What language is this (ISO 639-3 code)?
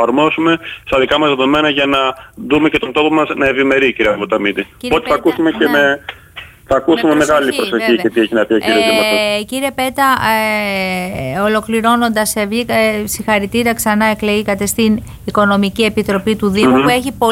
ell